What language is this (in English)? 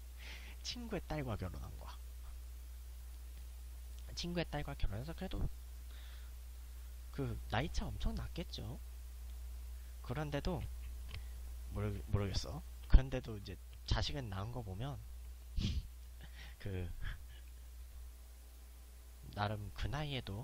Korean